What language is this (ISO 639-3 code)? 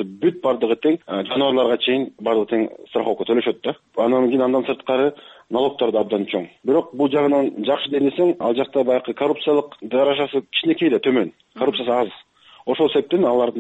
kir